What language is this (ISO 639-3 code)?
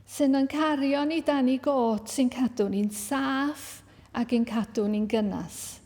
cym